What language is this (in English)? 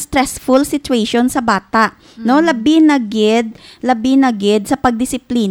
Hiligaynon